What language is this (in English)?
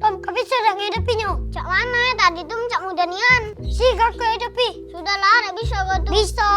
Musi